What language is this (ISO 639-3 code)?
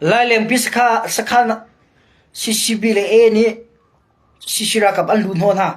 cnh